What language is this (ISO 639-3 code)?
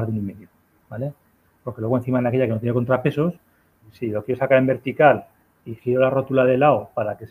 spa